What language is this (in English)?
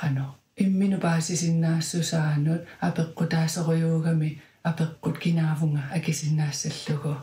Kalaallisut